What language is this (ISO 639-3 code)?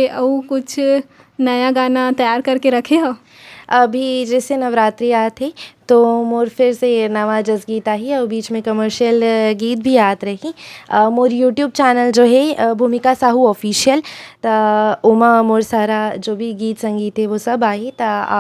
hne